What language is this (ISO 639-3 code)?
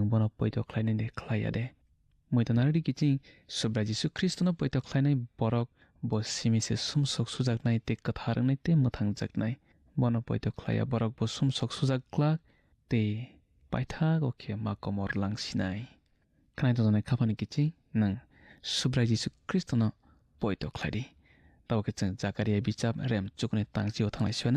trp